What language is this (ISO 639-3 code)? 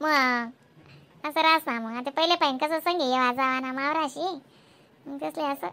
khn